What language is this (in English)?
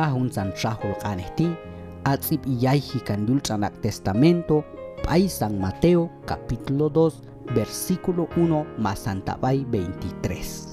Q'anjob'al